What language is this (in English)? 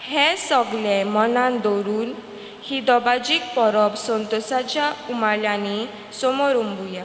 Konkani